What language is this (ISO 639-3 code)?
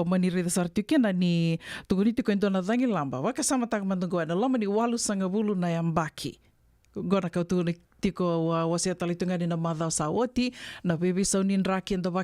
fij